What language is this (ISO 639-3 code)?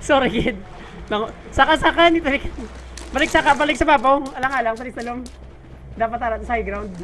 hil